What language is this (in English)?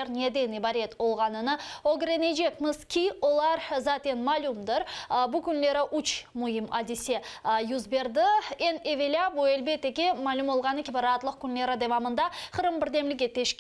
Crimean Tatar